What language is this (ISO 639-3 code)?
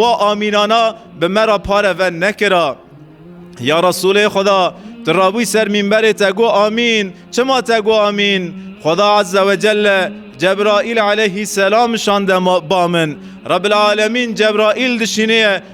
kur